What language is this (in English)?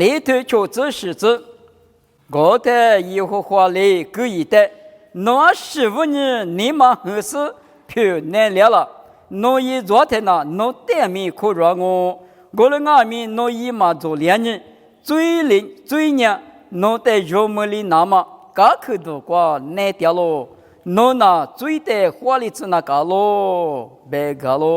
Lisu